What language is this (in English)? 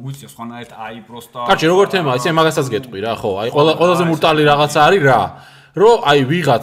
Georgian